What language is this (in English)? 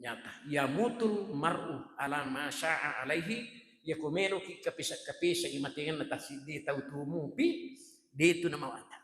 Buginese